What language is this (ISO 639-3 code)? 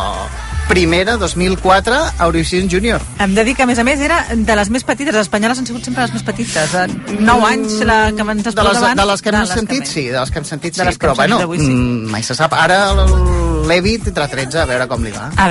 cat